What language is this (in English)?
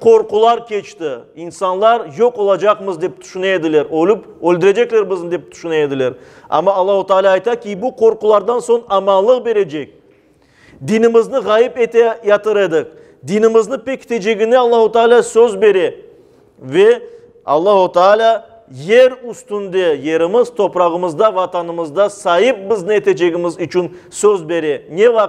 Crimean Tatar